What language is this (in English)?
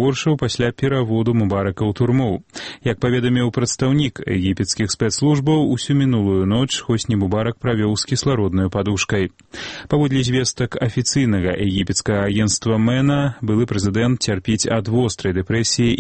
Belarusian